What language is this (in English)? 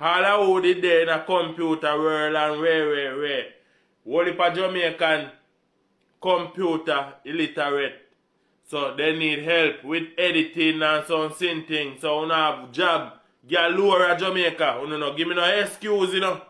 Jamaican Creole English